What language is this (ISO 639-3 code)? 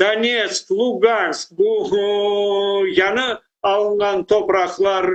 crh